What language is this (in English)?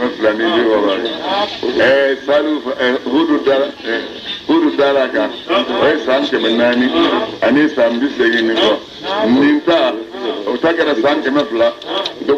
Bambara